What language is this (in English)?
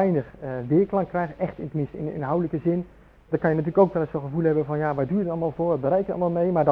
Dutch